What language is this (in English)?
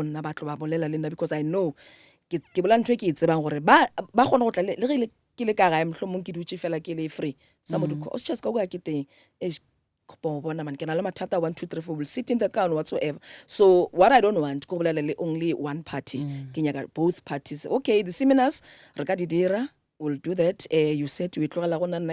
Northern Sotho